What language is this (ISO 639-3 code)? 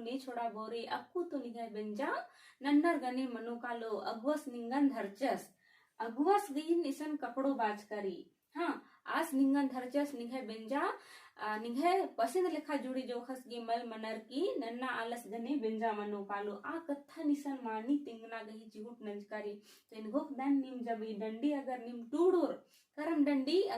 kru